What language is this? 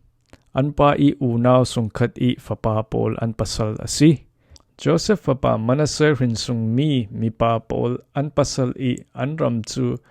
Falam Chin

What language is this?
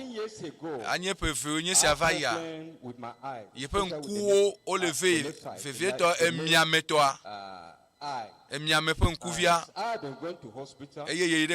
Ewe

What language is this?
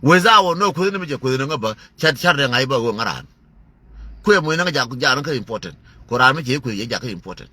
Nuer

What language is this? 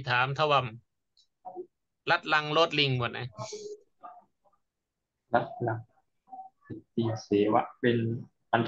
Thai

